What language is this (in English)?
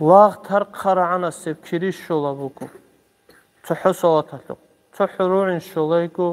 Avaric